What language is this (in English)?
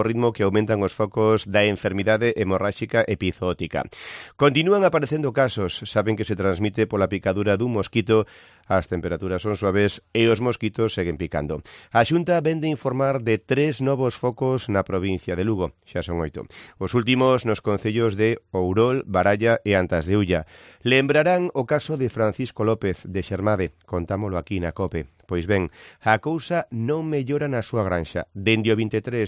Galician